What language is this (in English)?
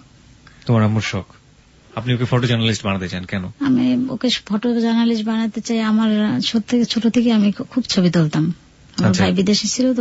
Bangla